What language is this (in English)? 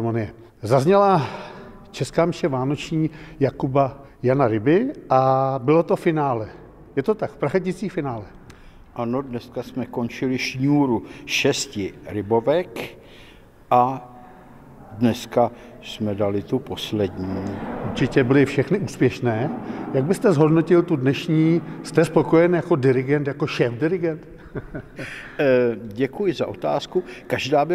Czech